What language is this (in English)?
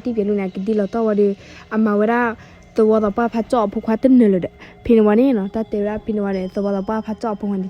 S'gaw Karen